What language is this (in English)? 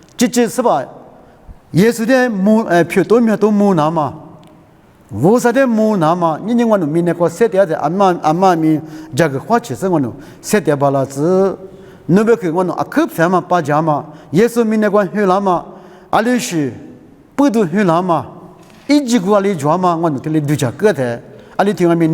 Lisu